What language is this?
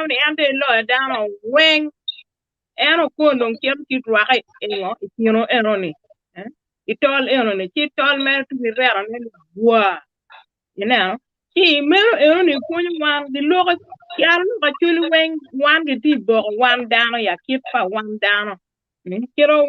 Acoli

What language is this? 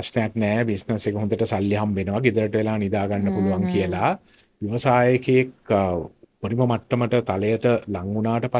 Sinhala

